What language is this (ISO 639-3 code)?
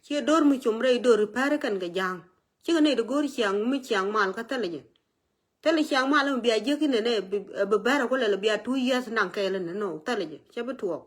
nus